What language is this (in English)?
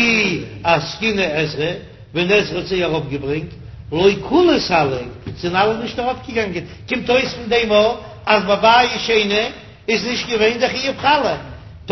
Yiddish